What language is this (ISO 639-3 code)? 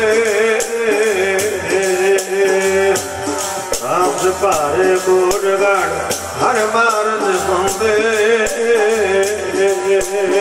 pan